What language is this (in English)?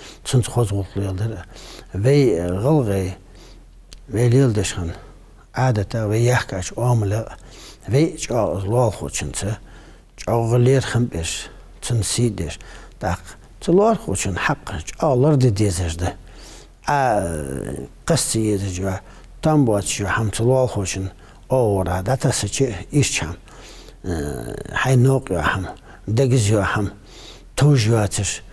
Ingush